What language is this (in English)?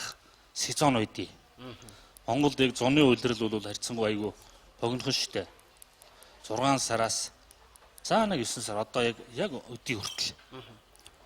Mongolian